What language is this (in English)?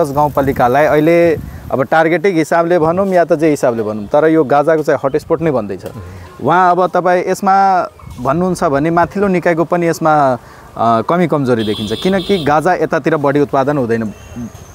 Nepali